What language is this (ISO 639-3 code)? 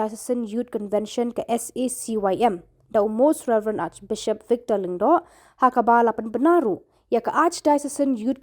kha